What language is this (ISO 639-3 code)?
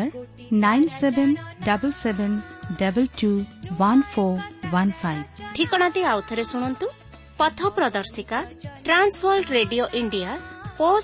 ori